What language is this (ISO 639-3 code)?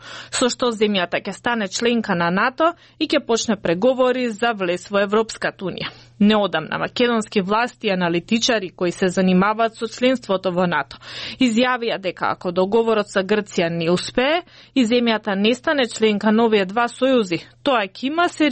mkd